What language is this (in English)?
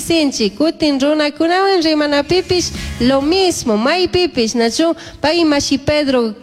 Chimborazo Highland Quichua